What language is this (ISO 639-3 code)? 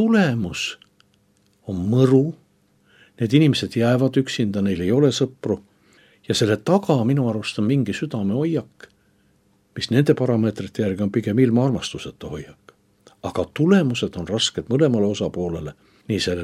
est